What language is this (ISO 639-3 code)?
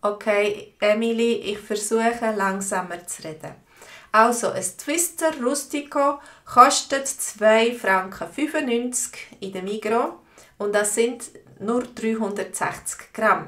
gsw